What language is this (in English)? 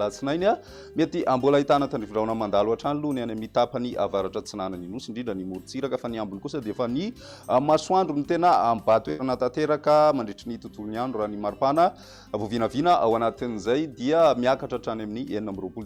Malagasy